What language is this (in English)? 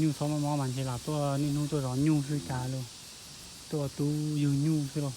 Hmong